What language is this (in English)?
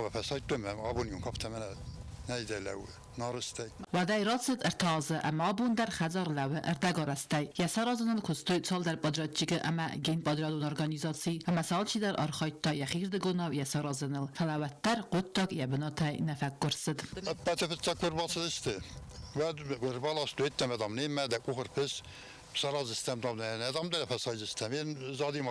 Ossetic